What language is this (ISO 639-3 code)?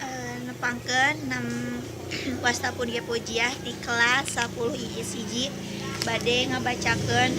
sun